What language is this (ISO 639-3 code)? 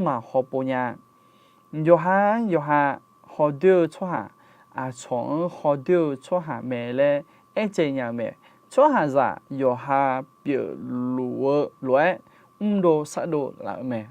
ahk